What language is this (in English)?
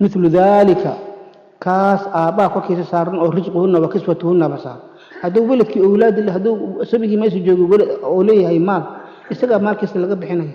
Somali